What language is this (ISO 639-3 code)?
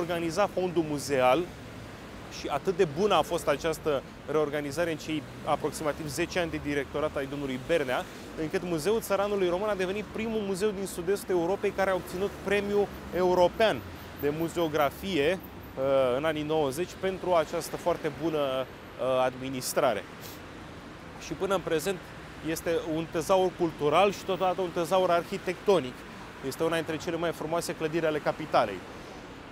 ron